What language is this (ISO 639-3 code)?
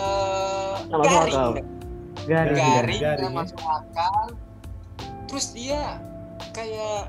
xmm